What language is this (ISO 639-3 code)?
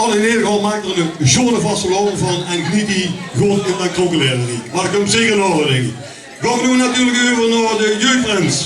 lim